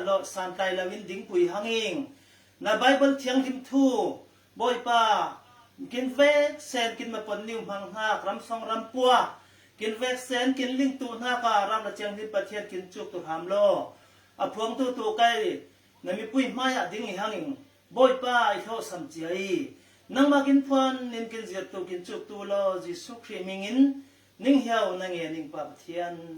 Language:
Falam Chin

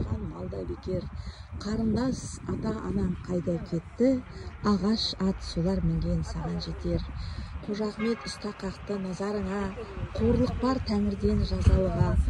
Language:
Kazakh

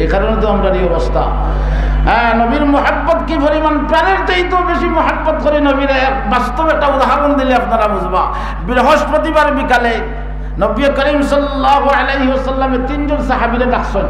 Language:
Sylheti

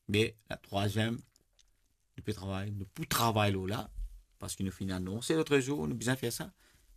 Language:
Morisyen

